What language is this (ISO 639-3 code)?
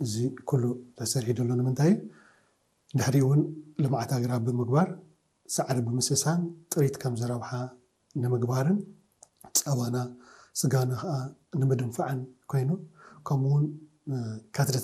tir